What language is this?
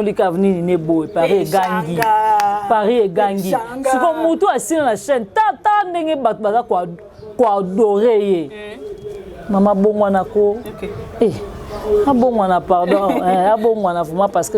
Lingala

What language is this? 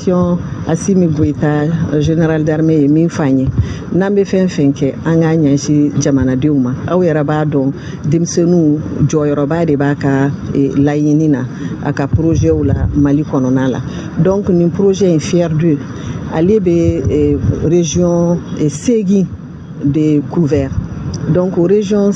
Bambara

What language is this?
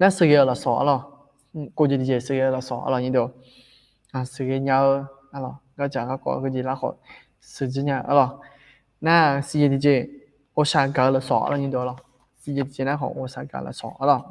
Akha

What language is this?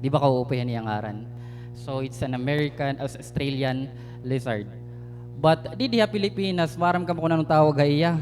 Waray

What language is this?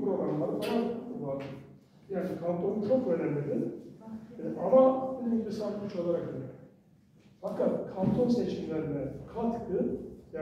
Turkish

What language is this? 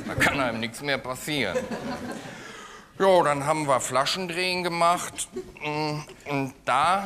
German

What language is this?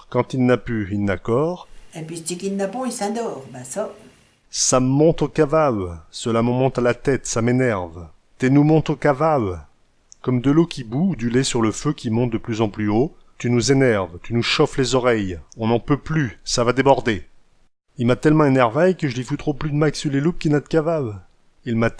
Picard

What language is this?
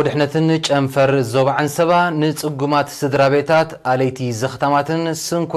Tigrinya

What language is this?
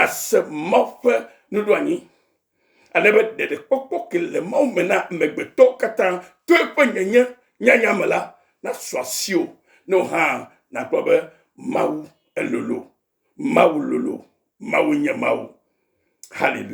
Ewe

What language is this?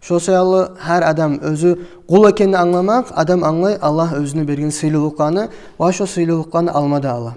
Kumyk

